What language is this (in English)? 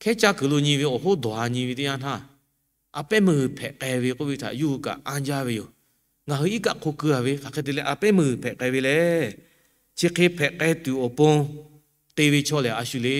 Lahu